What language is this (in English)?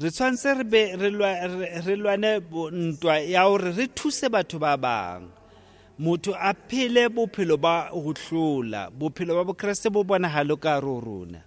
Southern Sotho